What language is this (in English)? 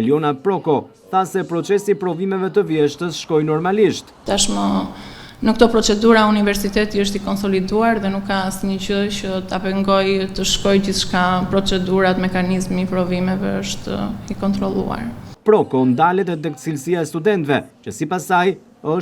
Albanian